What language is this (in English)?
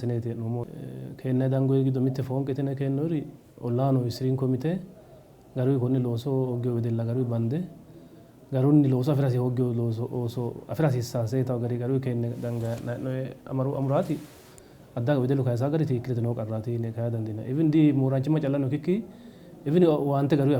Sidamo